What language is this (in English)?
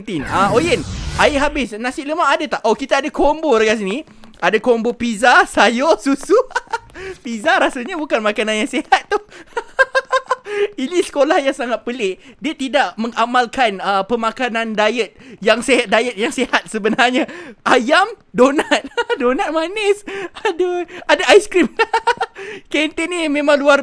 Malay